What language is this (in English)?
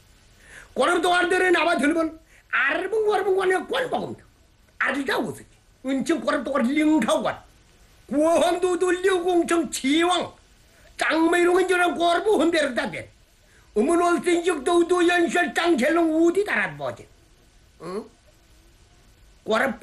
Korean